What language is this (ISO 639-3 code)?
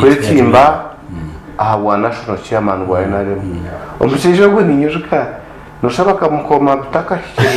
nyn